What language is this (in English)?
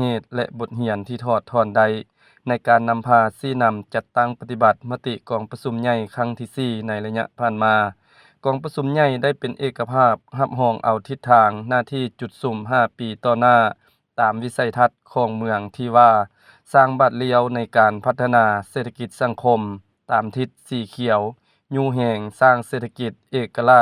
Lao